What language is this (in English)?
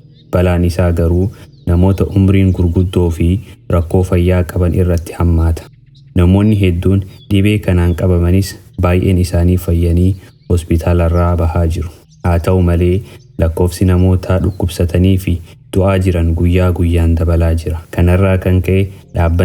Oromo